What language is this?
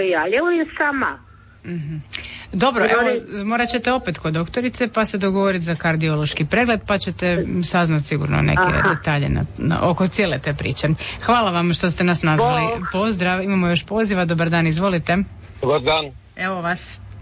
Croatian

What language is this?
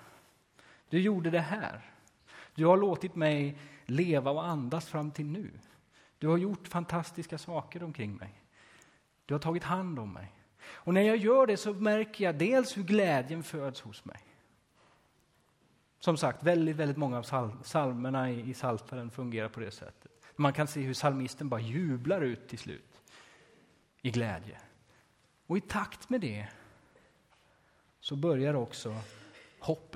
Swedish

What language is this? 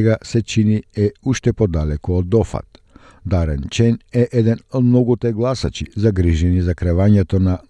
Macedonian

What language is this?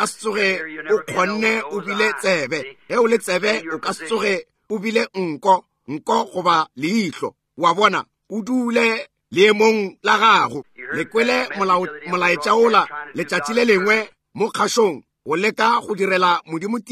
Northern Sotho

